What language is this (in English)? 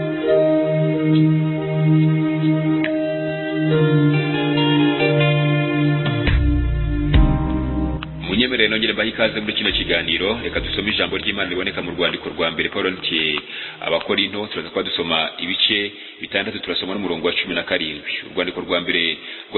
Kinyarwanda